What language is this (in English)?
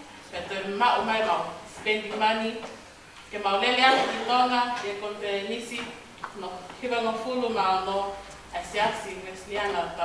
Tongan